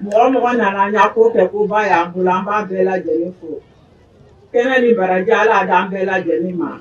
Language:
Bambara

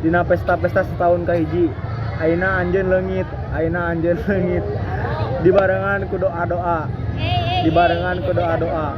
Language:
Sundanese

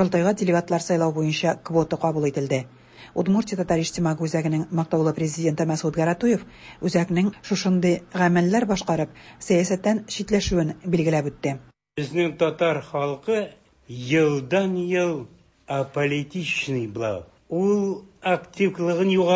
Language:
Tatar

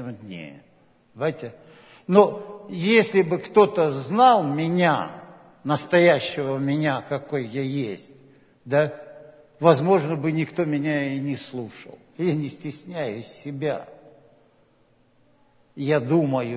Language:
Russian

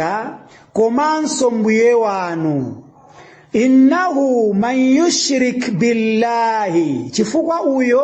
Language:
Nyanja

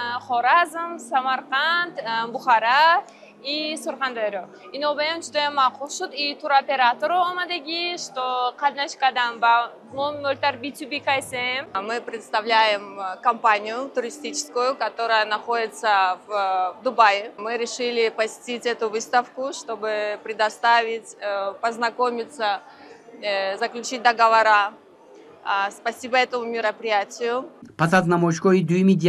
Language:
Tajik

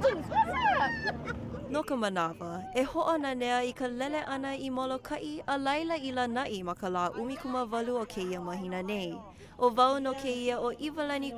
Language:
Hawaiian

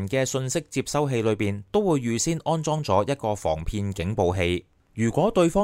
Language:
Cantonese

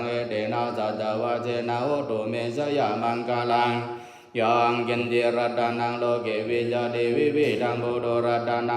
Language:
Pali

